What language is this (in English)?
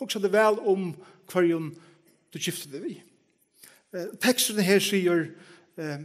Faroese